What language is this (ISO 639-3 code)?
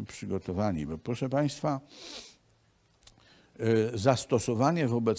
pol